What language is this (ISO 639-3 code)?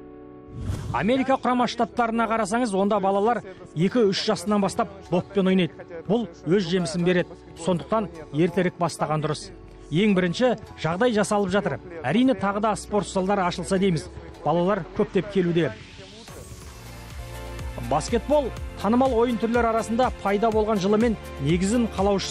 kaz